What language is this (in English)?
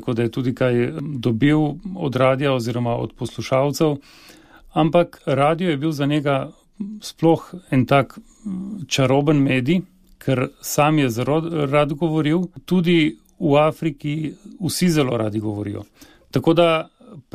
Slovenian